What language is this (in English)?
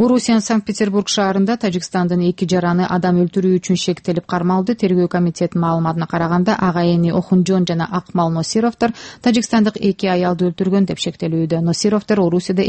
Kyrgyz